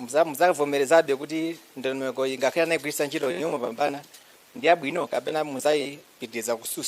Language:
Nyanja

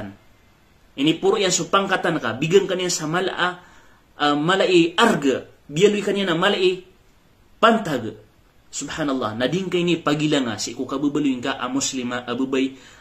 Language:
Maranao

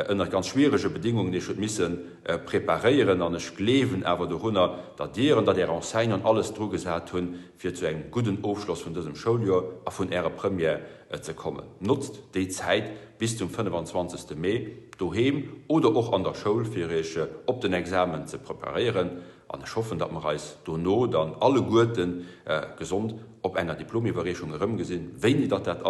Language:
Luxembourgish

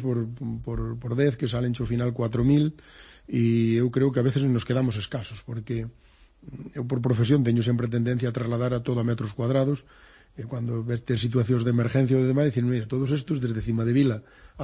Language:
Galician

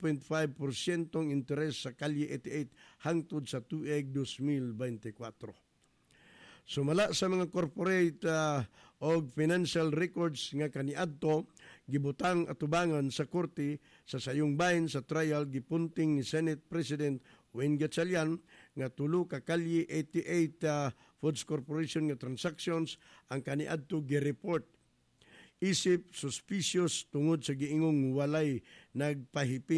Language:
Cebuano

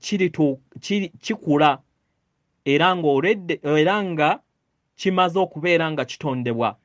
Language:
Ganda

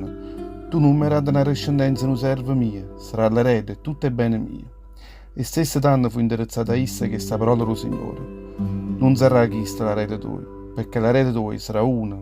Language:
Neapolitan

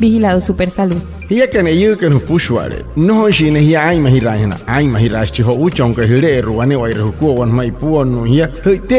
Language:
Wayuu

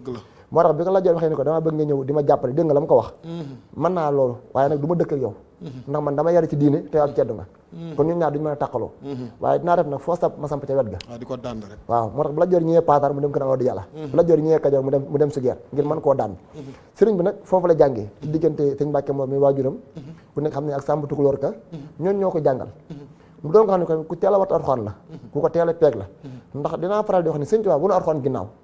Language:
Wolof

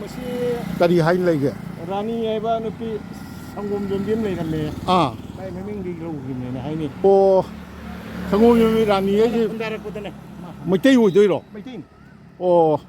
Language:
Manipuri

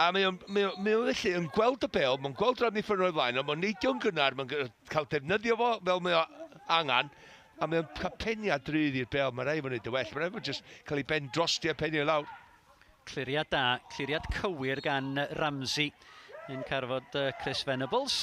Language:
Welsh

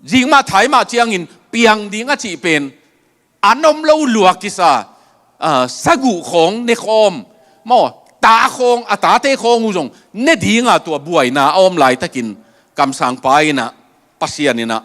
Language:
Tedim Chin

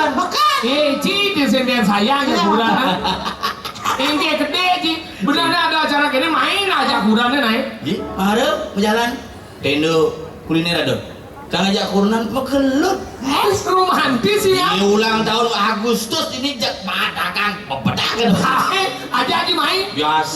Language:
Balinese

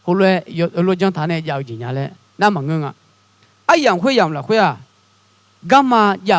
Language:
Akha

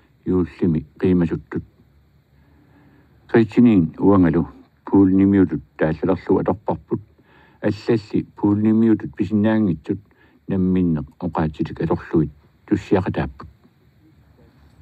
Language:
Kalaallisut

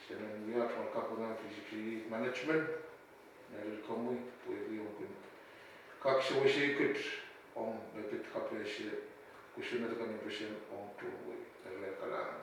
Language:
Pohnpeian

